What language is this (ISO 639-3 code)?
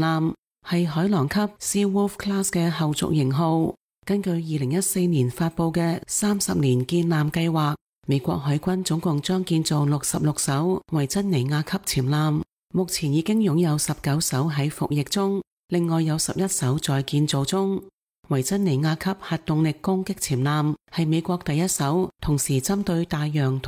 yue